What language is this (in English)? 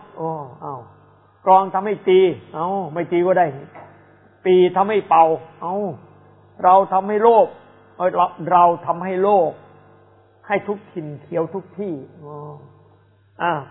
Thai